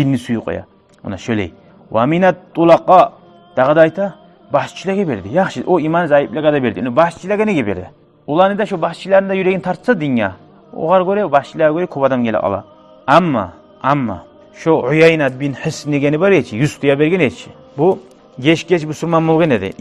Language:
Kumyk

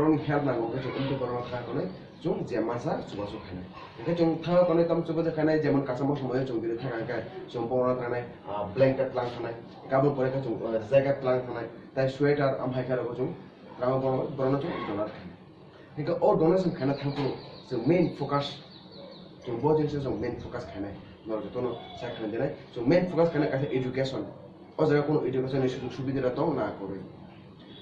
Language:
Kok Borok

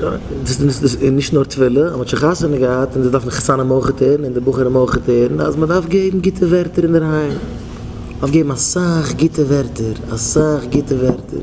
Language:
Yiddish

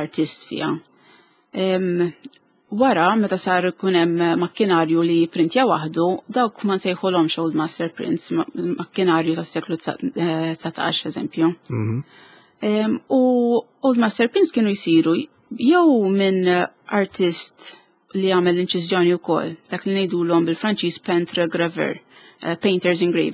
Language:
Maltese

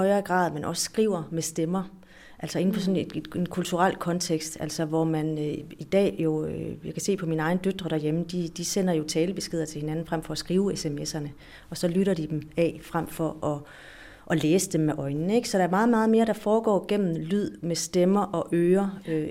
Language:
Danish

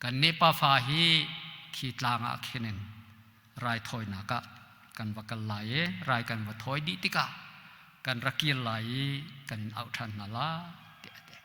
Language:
Hakha Chin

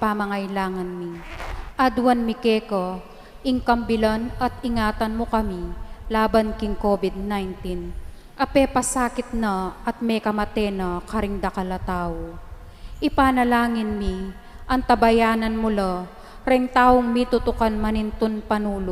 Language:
Pampanga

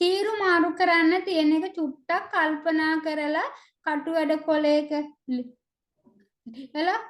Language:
Sinhala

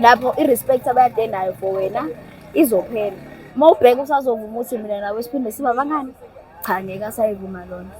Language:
Zulu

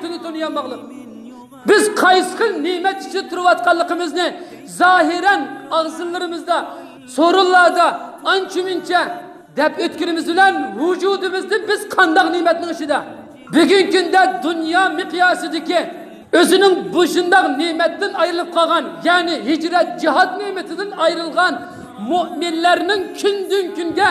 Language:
Uyghur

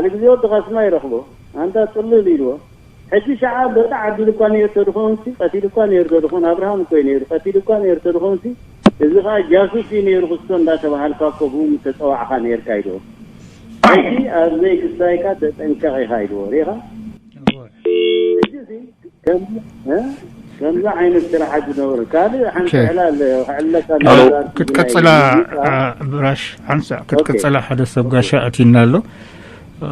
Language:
Tigrinya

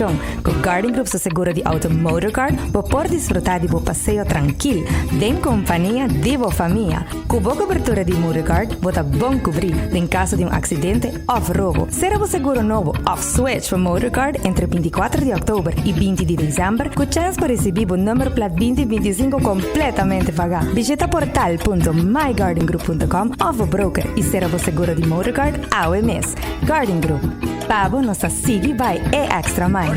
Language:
Papiamento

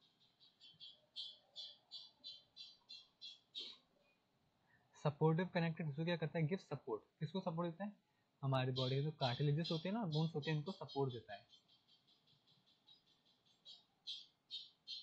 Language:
Hindi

